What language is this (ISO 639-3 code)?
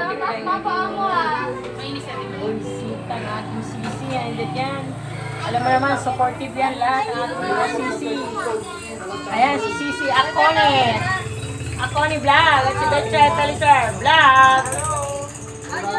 fil